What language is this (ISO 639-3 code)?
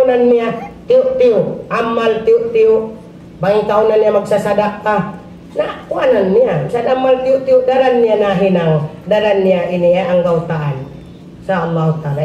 tsg